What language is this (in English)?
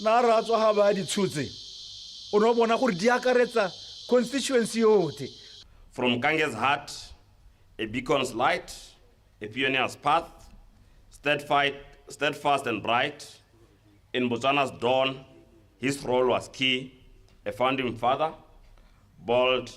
Tswana